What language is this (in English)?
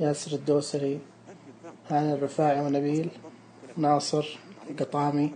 Najdi Arabic